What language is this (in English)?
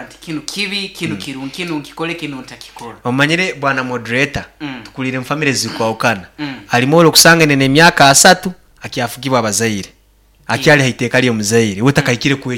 Nyankole